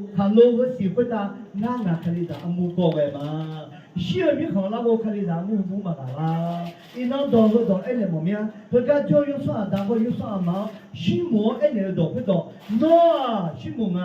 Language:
Akha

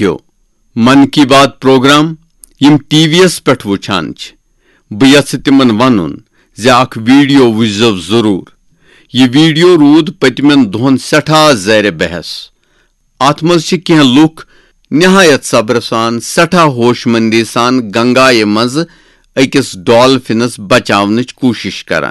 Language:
Kashmiri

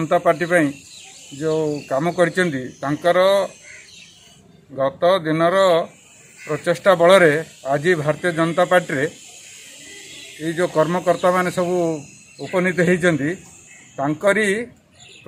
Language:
Odia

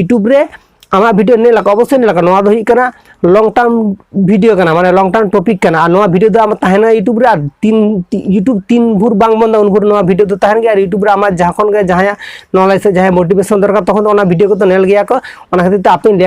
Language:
Santali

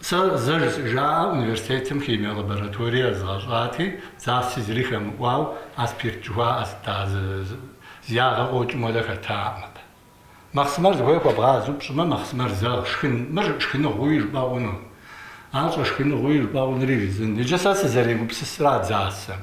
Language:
Kabardian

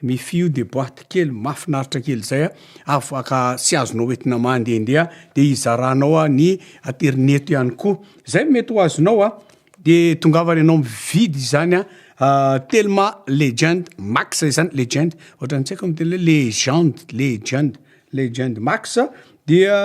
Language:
Malagasy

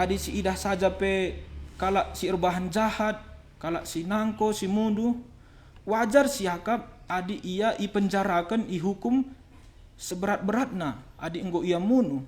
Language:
Batak Karo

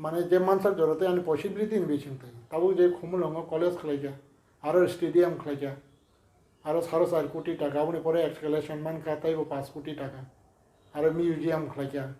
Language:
Kok Borok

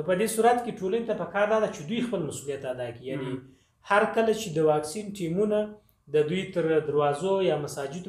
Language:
Pashto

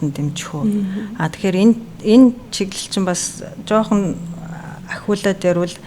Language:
Mongolian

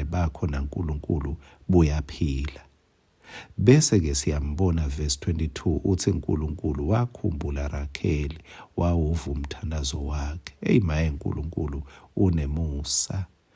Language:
Swati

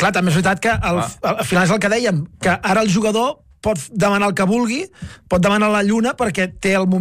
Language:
Catalan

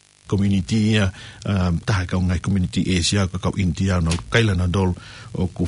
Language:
Tongan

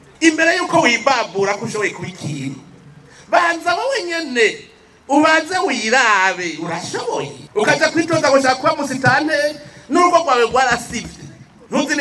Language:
Rundi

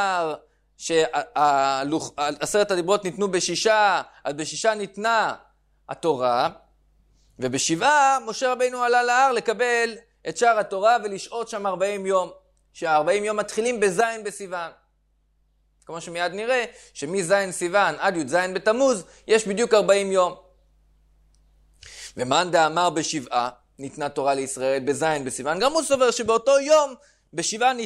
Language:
Hebrew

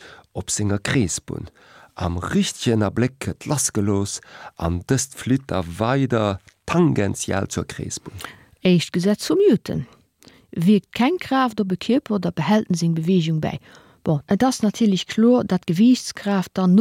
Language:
Luxembourgish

